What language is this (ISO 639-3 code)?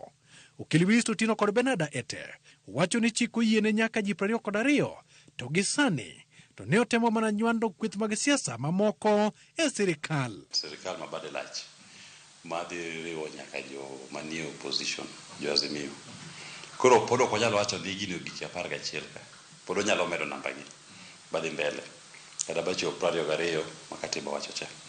luo